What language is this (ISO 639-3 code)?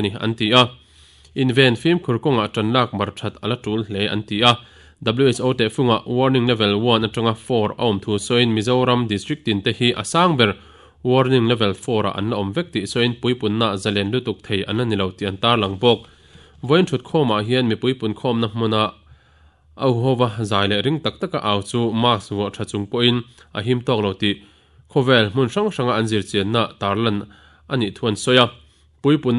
lus